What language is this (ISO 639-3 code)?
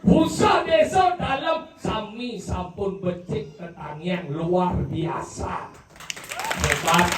ban